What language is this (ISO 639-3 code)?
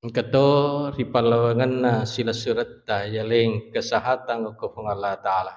bug